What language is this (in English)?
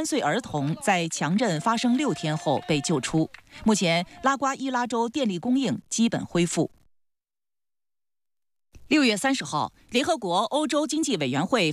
Chinese